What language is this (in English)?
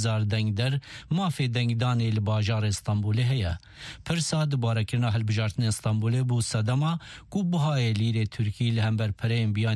Kurdish